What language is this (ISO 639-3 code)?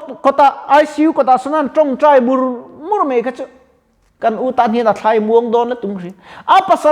lus